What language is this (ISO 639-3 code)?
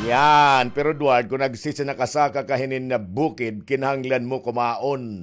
war